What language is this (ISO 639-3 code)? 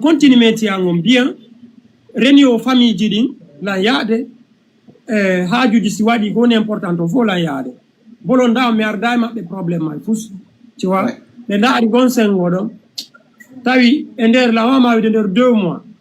ful